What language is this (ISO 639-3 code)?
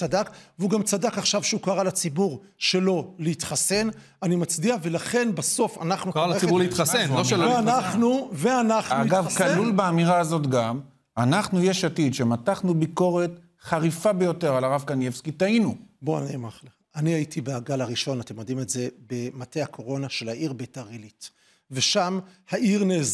heb